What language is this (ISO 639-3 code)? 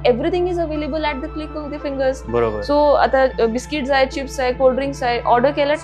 kok